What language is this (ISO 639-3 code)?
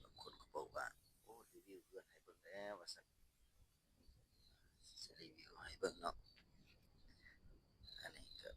lao